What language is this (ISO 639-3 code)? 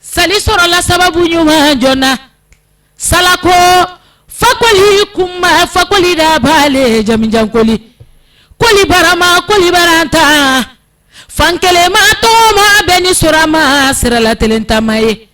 bam